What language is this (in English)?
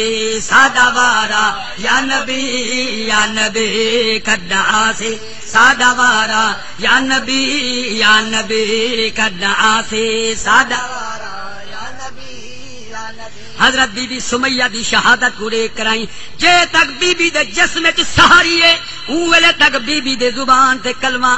Saraiki